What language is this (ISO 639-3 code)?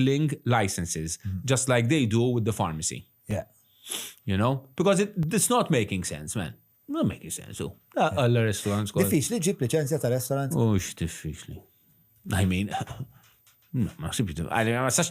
mlt